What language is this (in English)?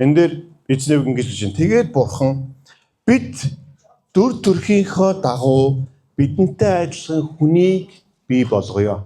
Mongolian